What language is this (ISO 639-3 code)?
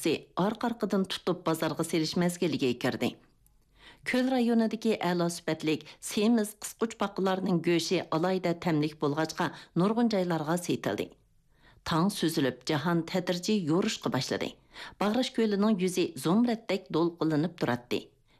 uig